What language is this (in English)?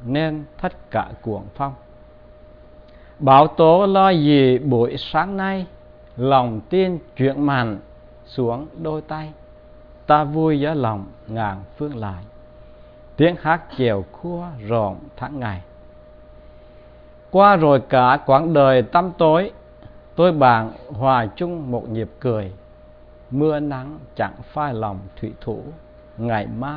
Vietnamese